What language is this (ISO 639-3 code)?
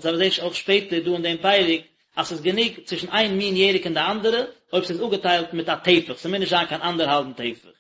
yid